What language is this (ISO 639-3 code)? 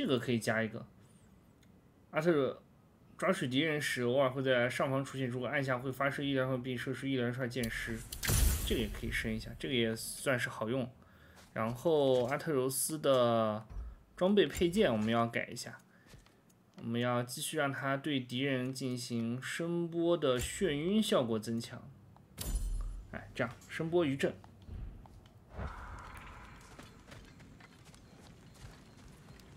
zho